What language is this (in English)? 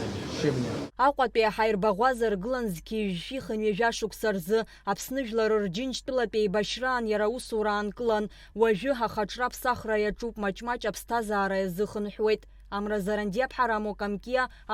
Abkhazian